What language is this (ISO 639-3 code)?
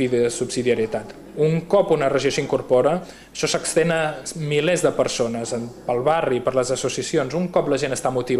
cat